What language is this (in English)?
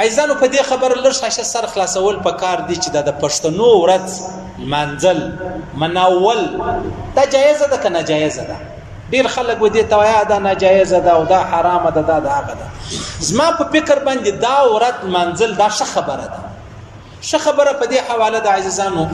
Pashto